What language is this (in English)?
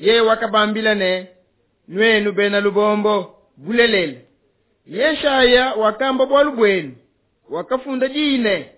Luba-Lulua